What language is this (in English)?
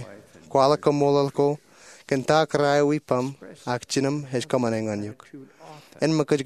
Marshallese